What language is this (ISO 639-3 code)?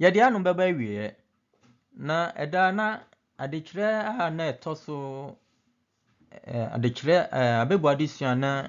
aka